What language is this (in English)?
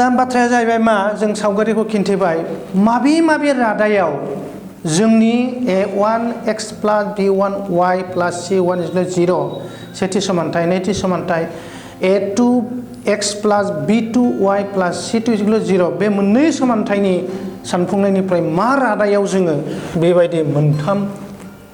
Bodo